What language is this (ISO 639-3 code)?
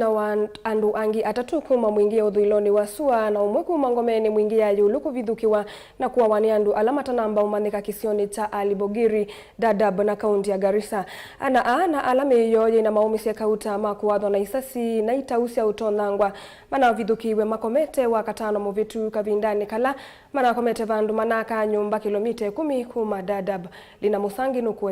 kam